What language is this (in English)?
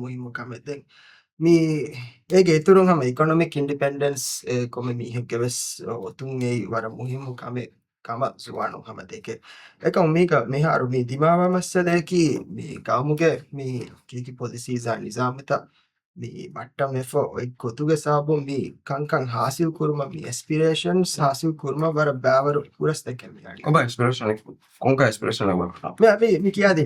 Divehi